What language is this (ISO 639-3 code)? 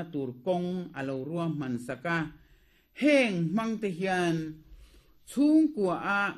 lus